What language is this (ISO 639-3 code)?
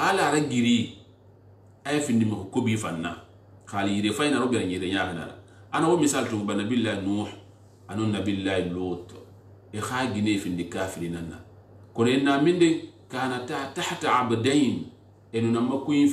sus